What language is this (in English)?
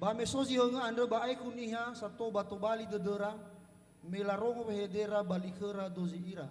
Nias